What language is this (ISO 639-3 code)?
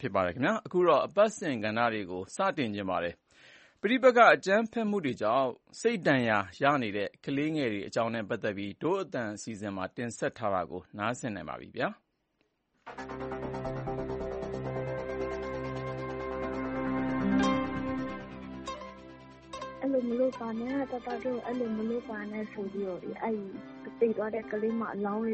mya